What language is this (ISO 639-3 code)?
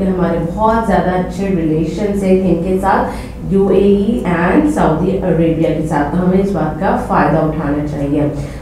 hin